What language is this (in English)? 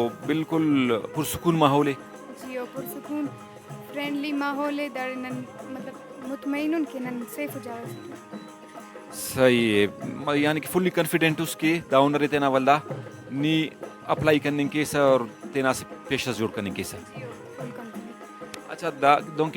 Brahui